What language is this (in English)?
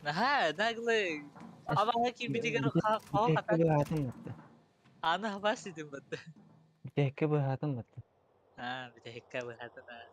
Yakut